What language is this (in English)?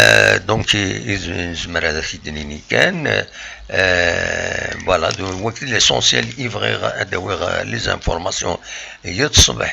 Kabyle